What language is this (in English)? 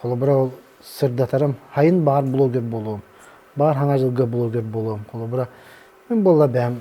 Yakut